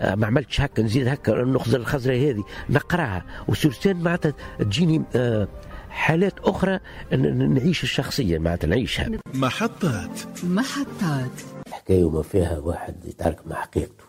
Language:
Tunisian Arabic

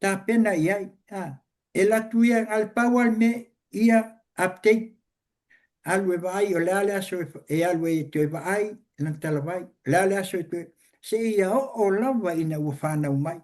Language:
Samoan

